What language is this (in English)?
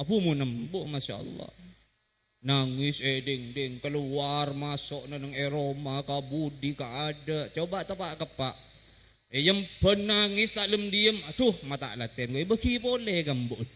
Madurese